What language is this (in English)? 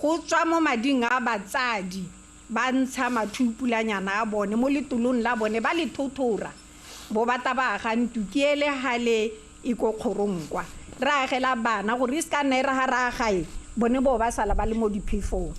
Tswana